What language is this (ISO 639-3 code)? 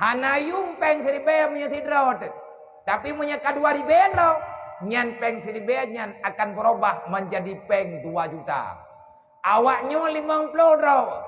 ace